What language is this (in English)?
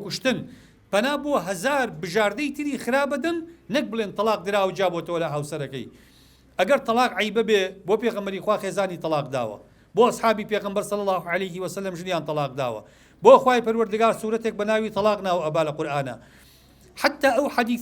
Central Kurdish